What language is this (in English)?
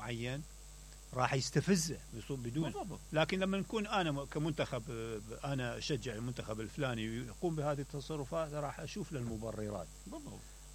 Mesopotamian Arabic